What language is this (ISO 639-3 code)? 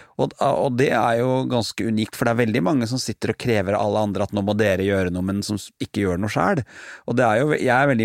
nor